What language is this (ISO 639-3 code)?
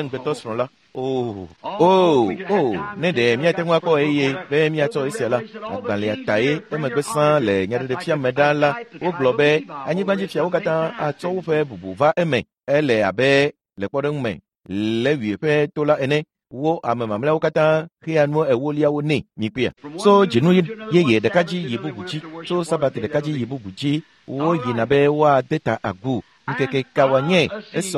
ewe